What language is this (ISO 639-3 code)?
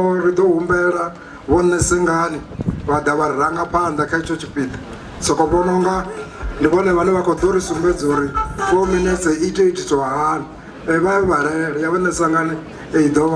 ven